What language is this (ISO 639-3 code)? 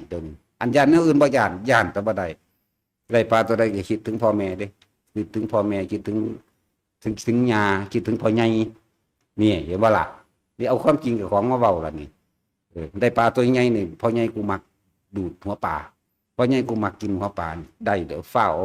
tts